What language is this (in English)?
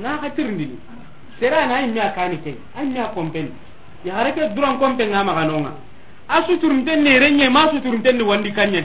Soninke